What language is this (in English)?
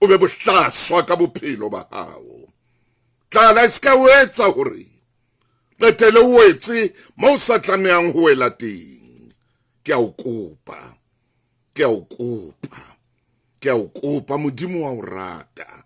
Southern Sotho